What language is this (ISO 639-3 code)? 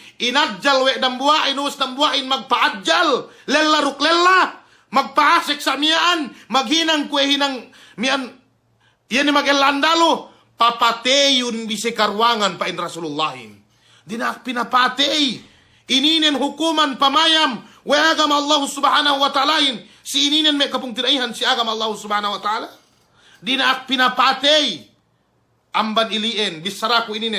yka